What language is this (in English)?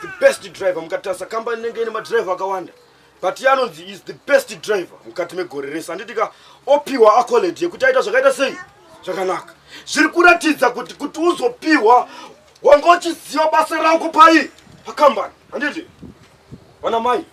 Shona